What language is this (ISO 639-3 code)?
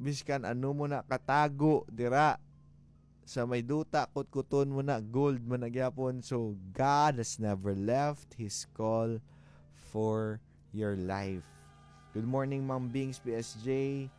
hil